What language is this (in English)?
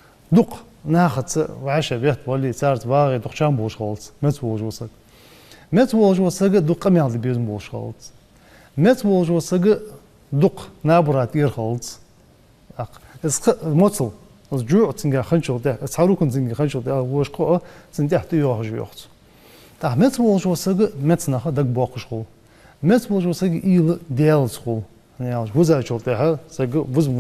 Ingush